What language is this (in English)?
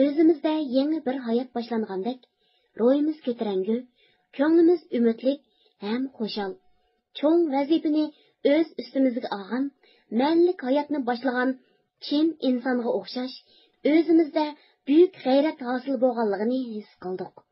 Uyghur